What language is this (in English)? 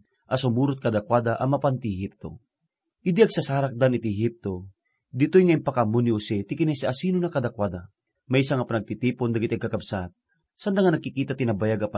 Iloko